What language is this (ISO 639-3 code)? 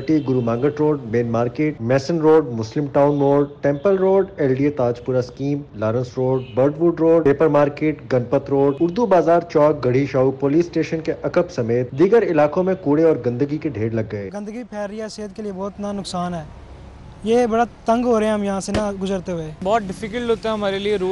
urd